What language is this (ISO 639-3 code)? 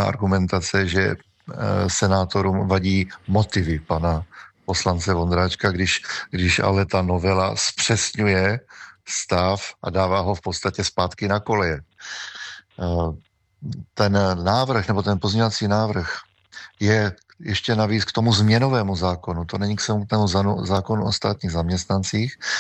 ces